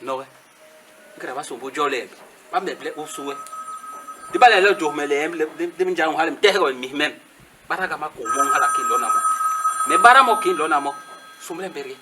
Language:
Basaa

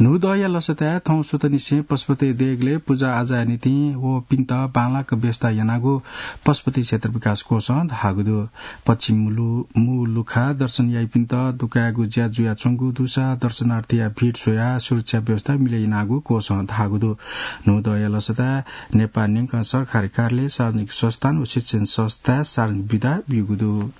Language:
Newari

